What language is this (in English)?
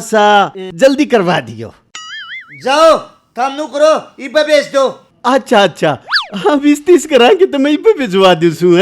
Haryanvi